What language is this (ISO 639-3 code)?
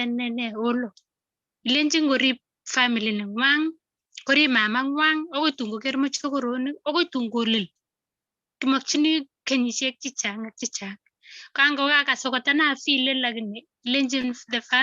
kln